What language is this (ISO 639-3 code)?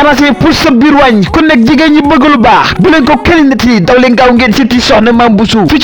wol